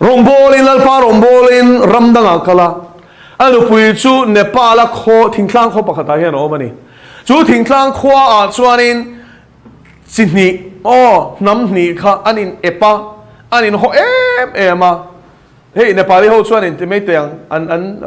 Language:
Mizo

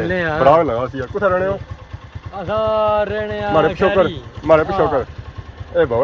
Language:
Pahari-Potwari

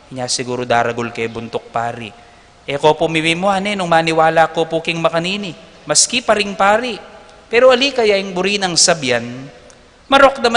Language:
Pampanga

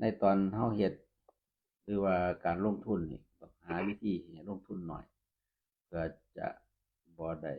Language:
Northeastern Thai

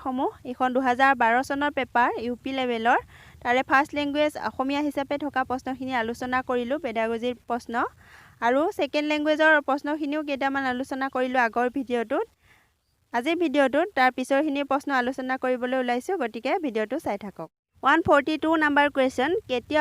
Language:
Assamese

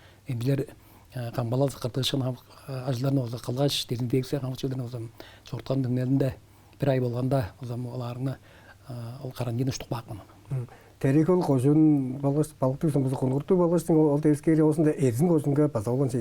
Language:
Tuvinian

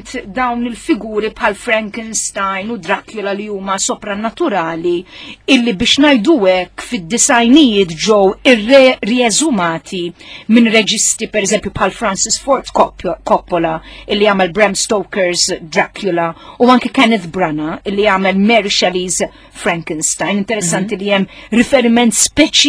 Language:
Maltese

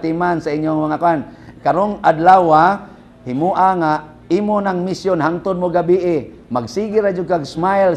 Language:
Cebuano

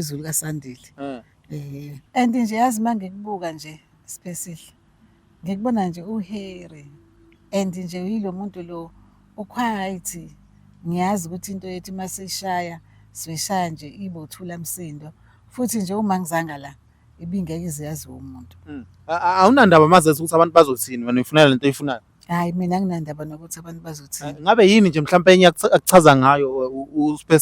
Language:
Zulu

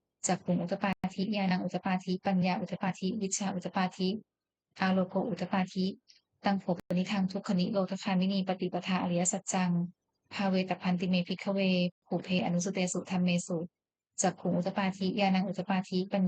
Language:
Pali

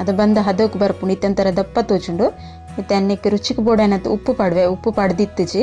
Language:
Tulu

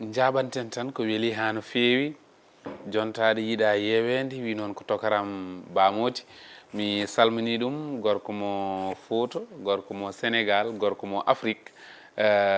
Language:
Fula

